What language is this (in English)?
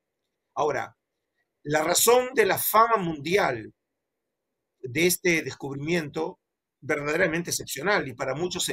Spanish